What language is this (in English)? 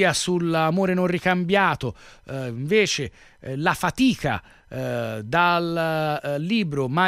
Italian